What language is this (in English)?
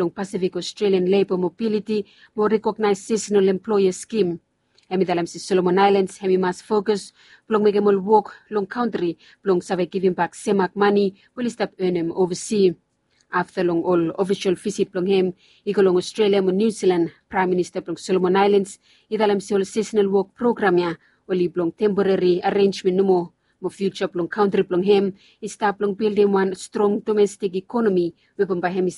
Bislama